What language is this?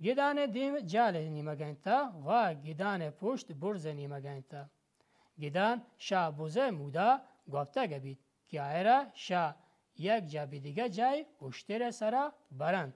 Baluchi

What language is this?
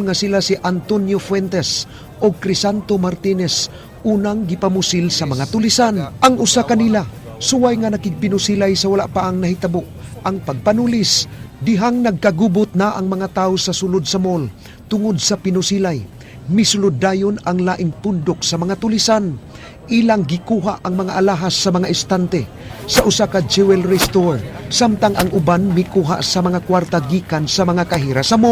Cebuano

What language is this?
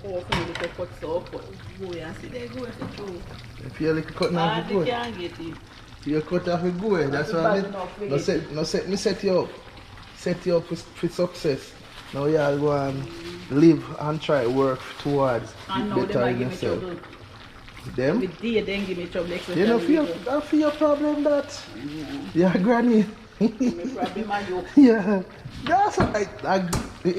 Jamaican Creole English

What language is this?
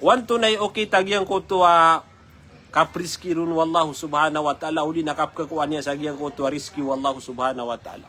Maranao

